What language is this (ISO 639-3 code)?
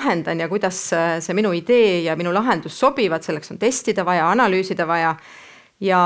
est